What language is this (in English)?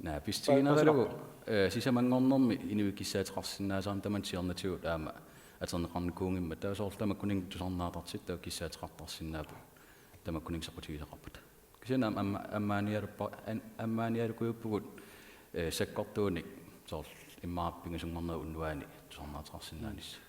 Kalaallisut